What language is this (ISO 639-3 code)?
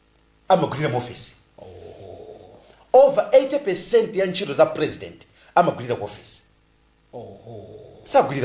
nya